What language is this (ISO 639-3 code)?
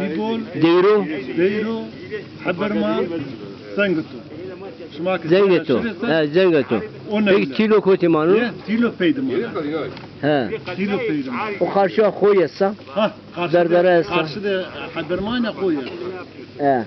zza